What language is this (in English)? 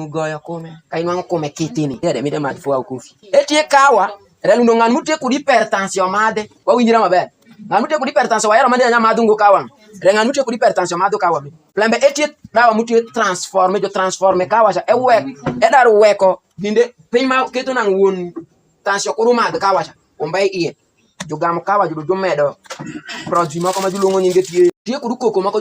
Alur